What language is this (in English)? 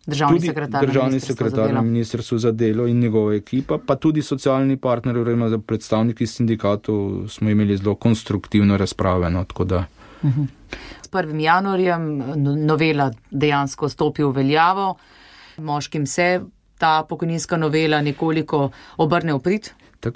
Slovenian